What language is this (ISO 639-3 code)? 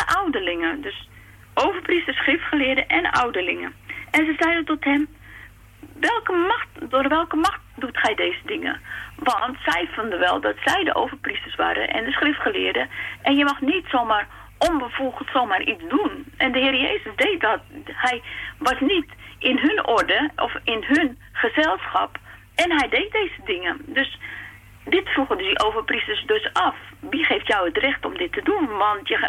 nld